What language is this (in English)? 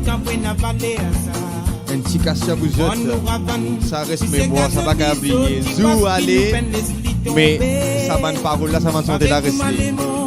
Morisyen